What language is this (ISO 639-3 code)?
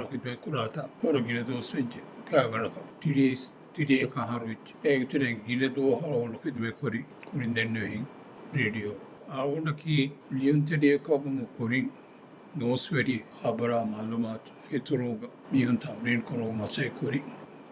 div